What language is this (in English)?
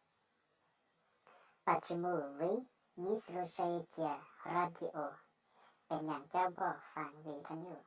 Lao